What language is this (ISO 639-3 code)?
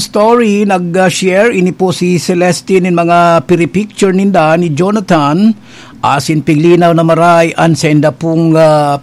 bik